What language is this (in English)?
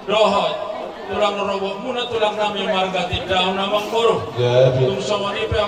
Batak Toba